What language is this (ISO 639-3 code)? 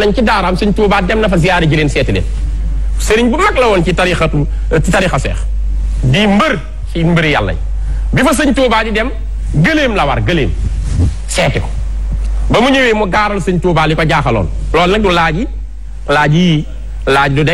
wol